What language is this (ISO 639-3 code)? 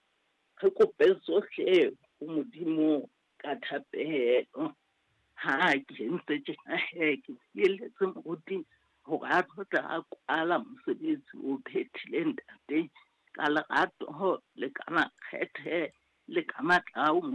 sot